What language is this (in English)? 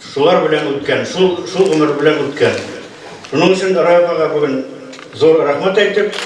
Bashkir